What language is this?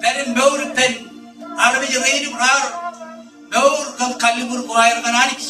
Marshallese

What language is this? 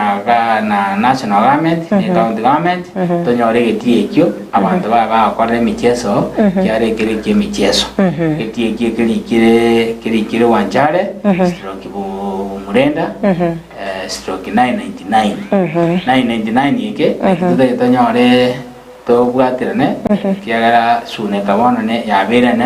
Gusii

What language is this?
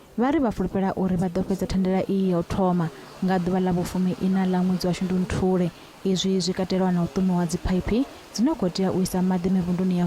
Venda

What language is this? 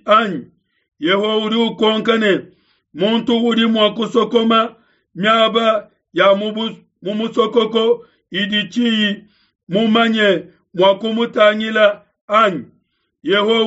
Luba-Lulua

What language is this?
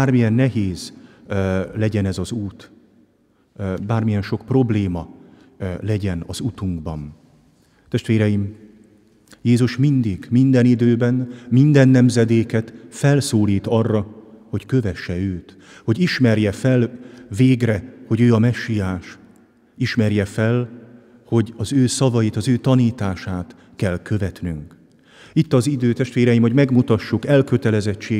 Hungarian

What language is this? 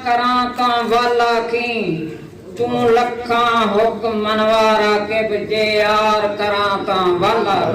Saraiki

